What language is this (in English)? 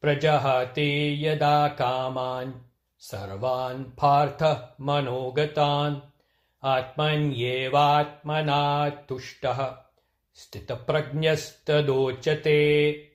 Sanskrit